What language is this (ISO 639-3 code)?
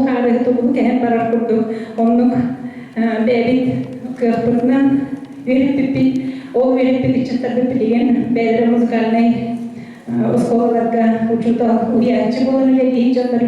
sah